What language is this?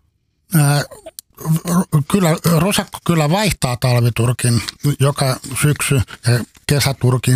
Finnish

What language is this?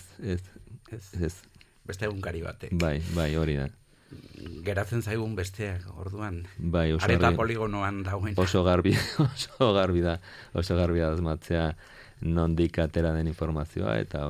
Basque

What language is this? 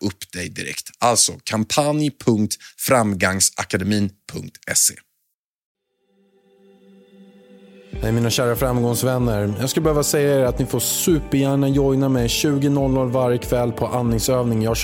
Swedish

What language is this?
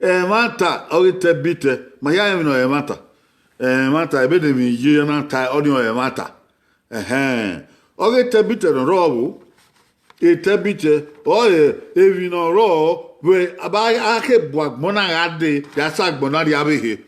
Bini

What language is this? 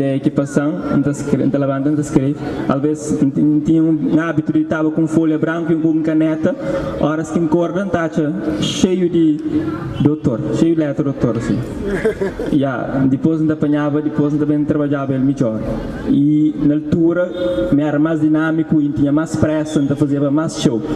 Kabuverdianu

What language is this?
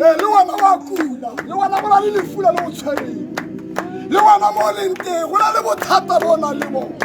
Tswana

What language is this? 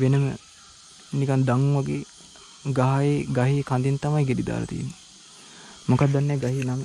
Sinhala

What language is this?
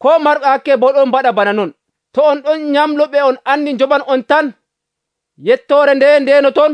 Nigerian Fulfulde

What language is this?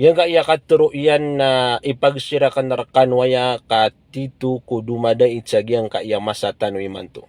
Maranao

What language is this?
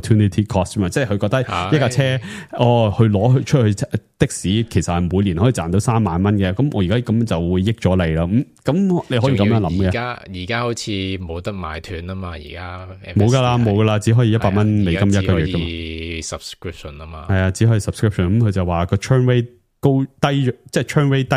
Cantonese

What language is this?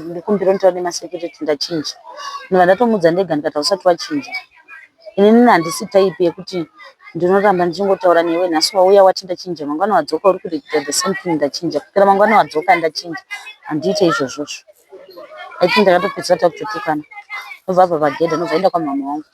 Shona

